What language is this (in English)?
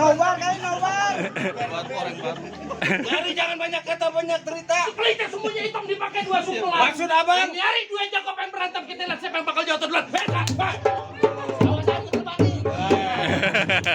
Betawi